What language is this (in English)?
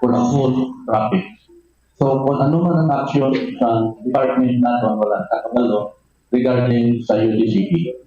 Hiligaynon